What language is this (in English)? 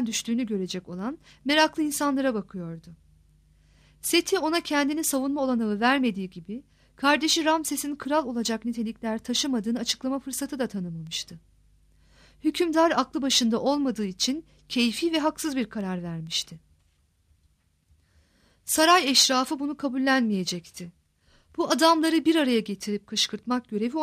Turkish